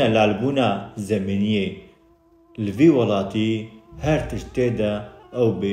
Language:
Kurdish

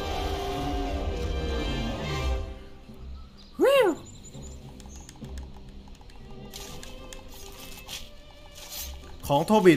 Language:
Thai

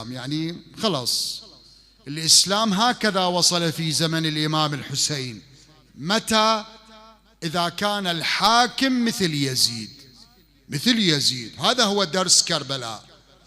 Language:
Mesopotamian Arabic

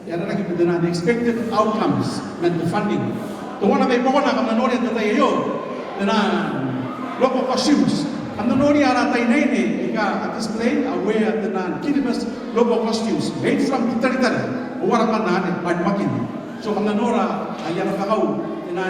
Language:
Gilbertese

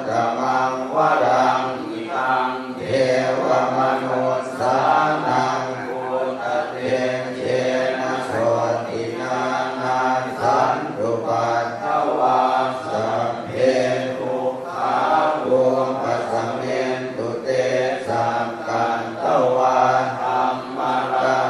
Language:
Pali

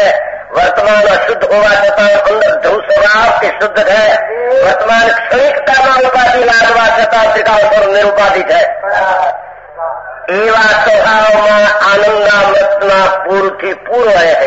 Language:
Gujarati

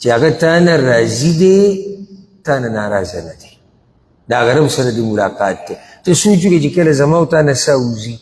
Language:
Pashto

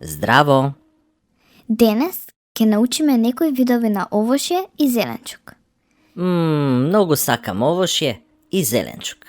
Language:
Macedonian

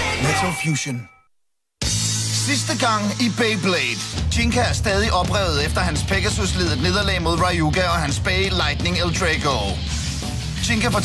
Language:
Danish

